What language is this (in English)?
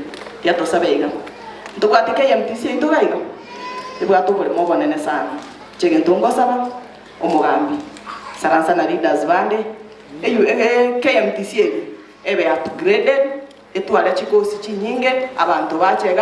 Gusii